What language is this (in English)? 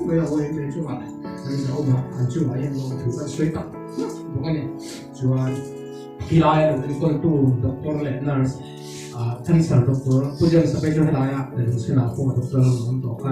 Mizo